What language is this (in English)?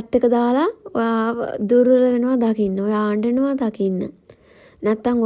Sinhala